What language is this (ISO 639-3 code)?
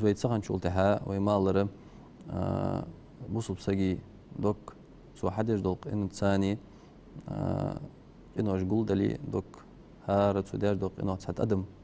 inh